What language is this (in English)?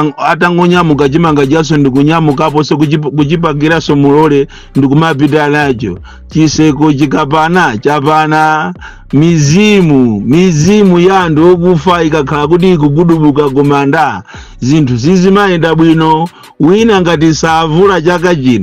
Nyanja